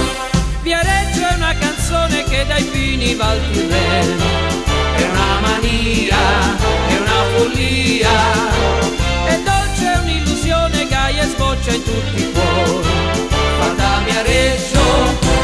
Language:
Italian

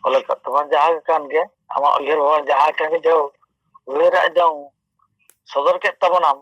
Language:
Santali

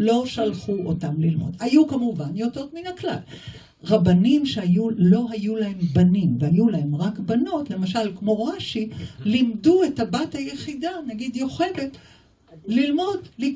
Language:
Hebrew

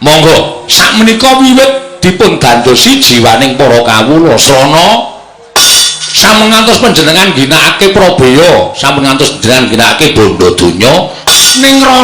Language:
Javanese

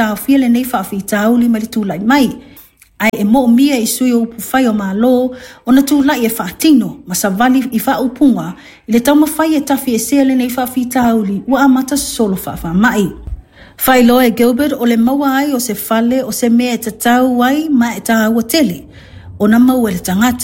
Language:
Samoan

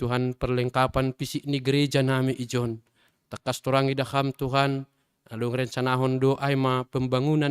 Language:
Batak Simalungun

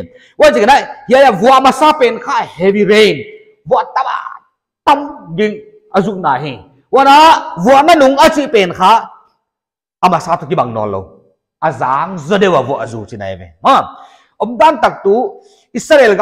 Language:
Paite Chin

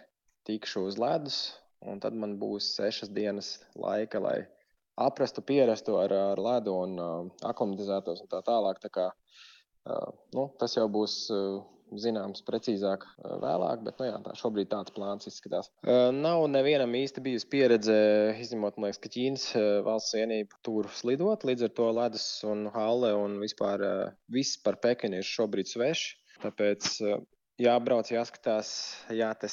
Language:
Latvian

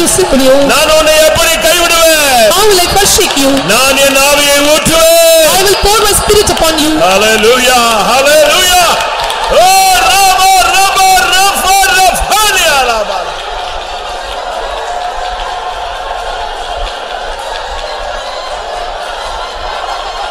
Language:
Tamil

